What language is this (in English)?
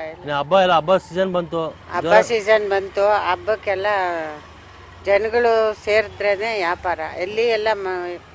Kannada